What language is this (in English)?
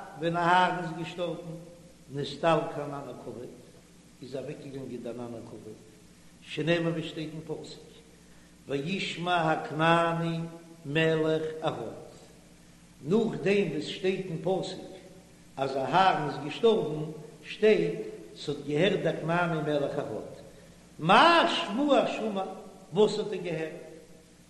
Yiddish